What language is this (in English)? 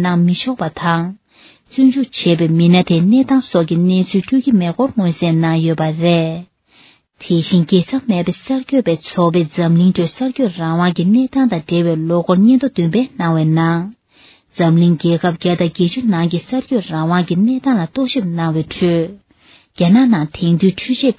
Tibetan